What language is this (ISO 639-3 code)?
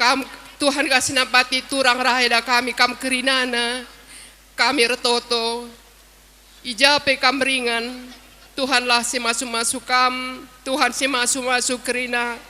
btx